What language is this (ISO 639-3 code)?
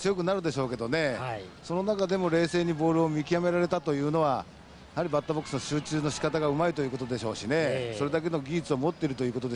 jpn